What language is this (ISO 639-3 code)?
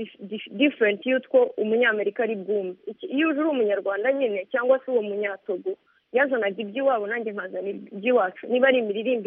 kin